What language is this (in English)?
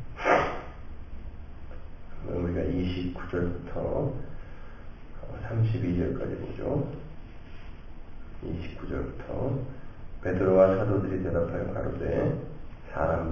Korean